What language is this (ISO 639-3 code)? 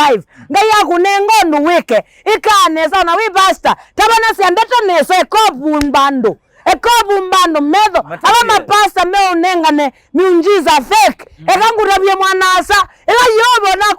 kam